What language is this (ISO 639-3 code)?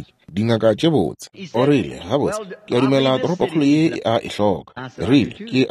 nso